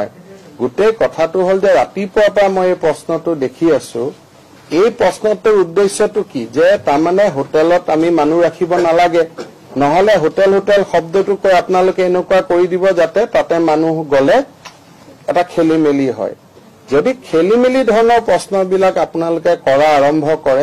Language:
Assamese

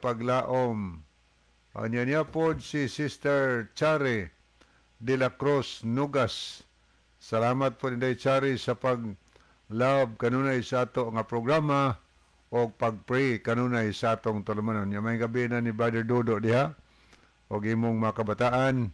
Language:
Cebuano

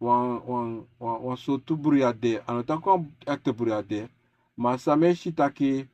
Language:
Sranan Tongo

